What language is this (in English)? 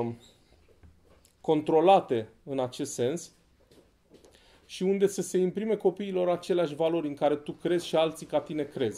Romanian